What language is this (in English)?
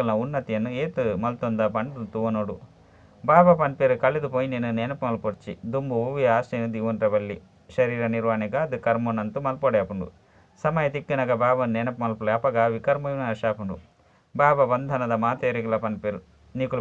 Tulu